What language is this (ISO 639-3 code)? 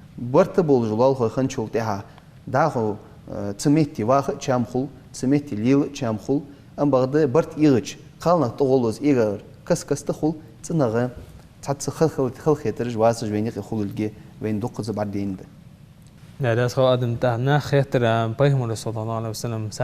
inh